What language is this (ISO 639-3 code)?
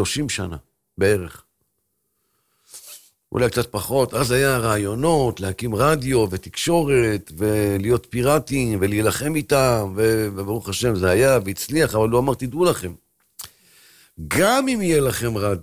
heb